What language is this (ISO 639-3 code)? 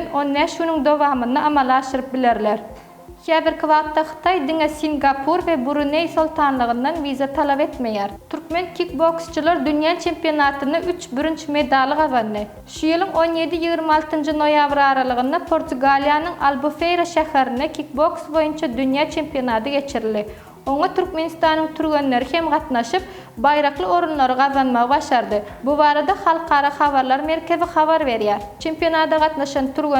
tuk